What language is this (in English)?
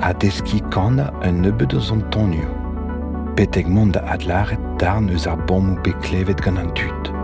Breton